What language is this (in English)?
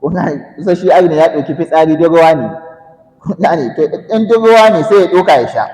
Hausa